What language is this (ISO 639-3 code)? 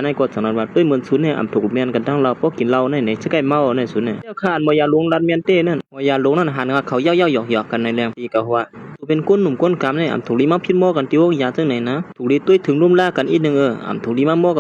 shn